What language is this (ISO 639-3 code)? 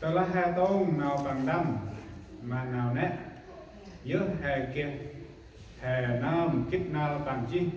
cmo